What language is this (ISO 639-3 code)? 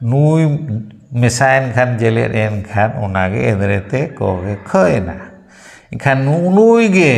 sat